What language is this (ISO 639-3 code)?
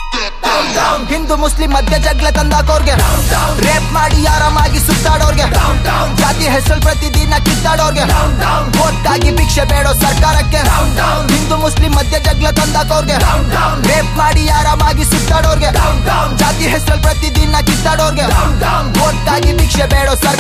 kan